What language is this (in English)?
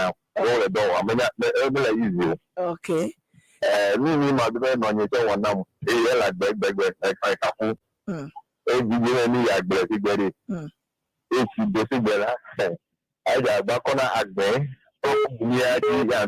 Ewe